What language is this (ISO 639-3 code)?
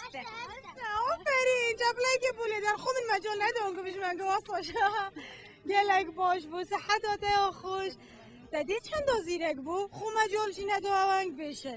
kur